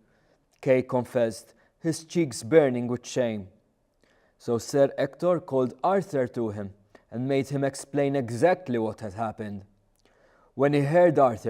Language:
English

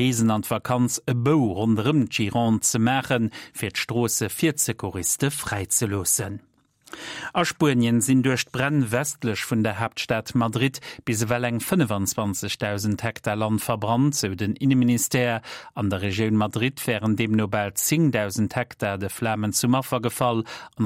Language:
Luxembourgish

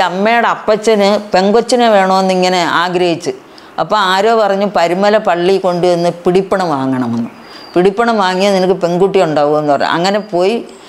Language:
Malayalam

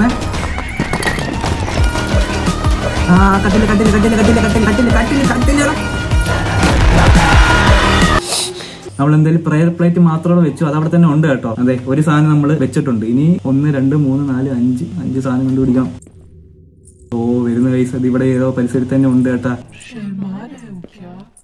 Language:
Malayalam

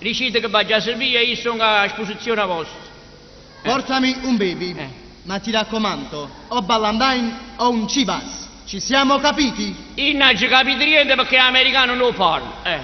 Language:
Neapolitan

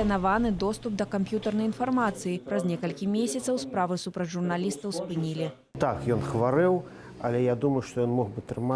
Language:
Belarusian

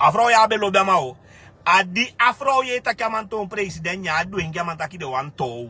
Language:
Sranan Tongo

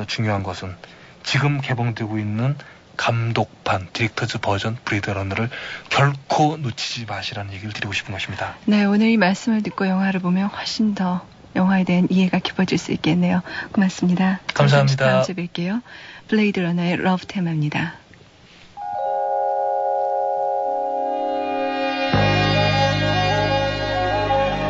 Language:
Korean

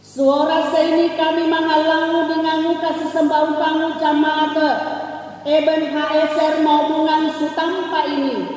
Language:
Sangir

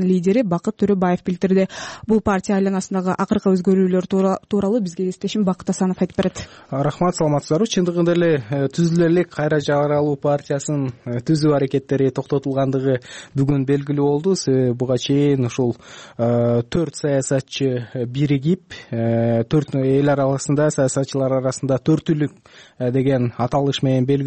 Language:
Kyrgyz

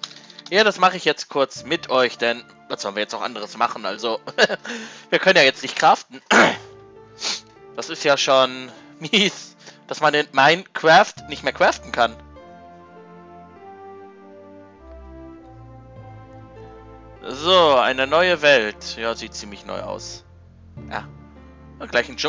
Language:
German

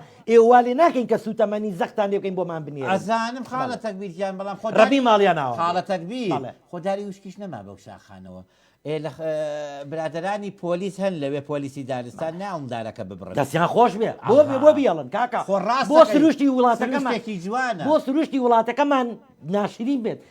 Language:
Central Kurdish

